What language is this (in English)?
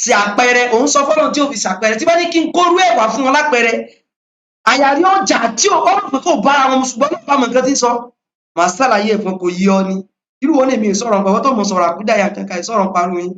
Yoruba